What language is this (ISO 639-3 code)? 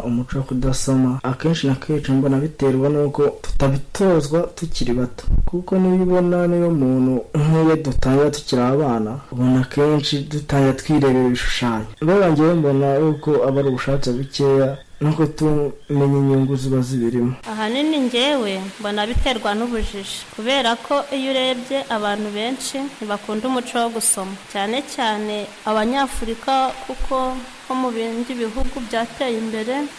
kin